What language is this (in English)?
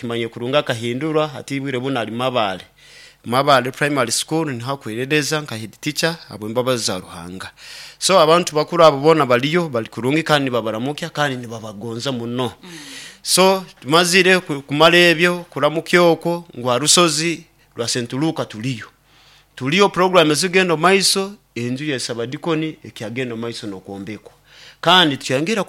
Nyoro